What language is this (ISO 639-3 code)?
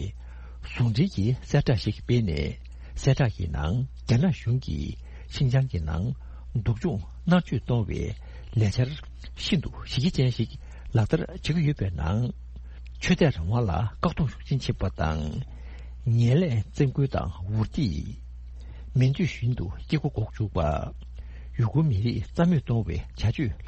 bod